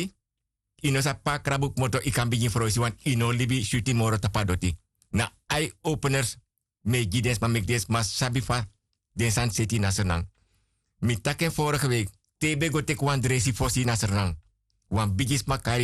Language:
Sranan Tongo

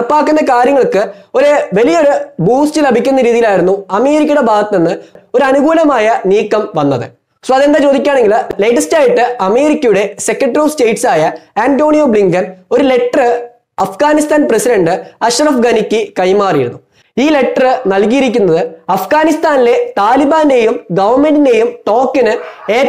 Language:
Malayalam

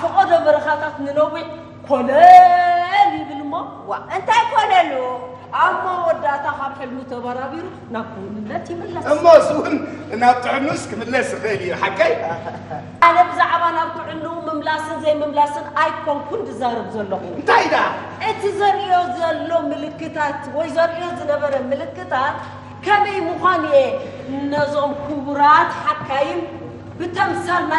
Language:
Tigrinya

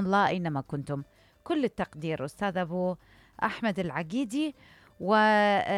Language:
Mesopotamian Arabic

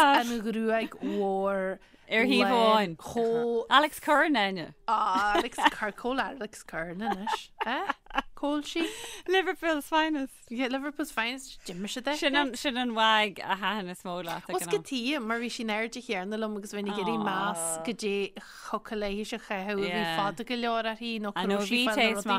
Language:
Irish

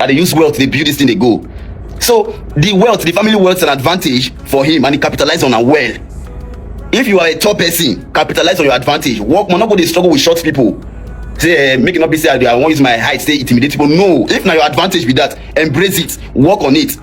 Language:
Nigerian Pidgin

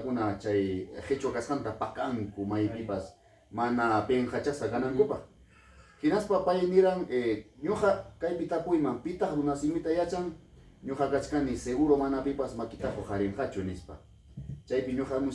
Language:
Ayacucho Quechua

